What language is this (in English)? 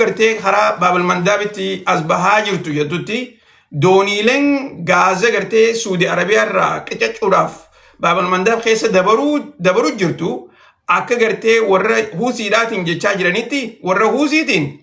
Oromo